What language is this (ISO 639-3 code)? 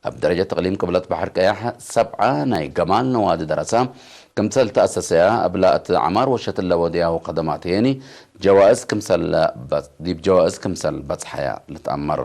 tig